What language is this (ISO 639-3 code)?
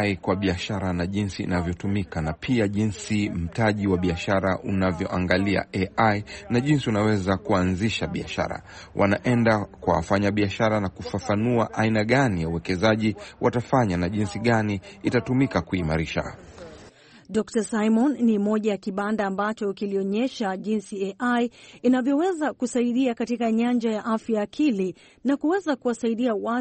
swa